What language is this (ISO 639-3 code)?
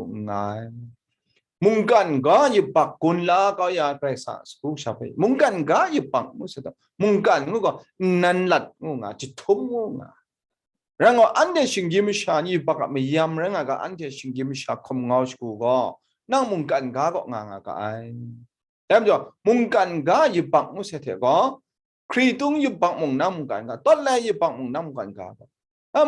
kac